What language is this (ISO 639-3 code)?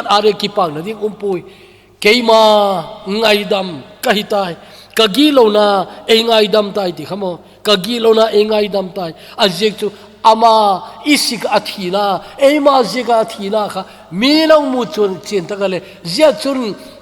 tcz